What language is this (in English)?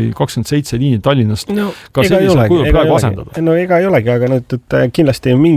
Estonian